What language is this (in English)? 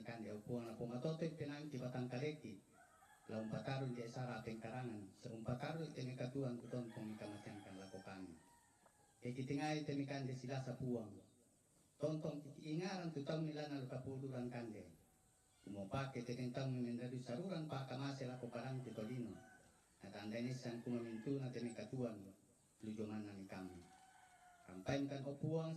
Toraja-Sa'dan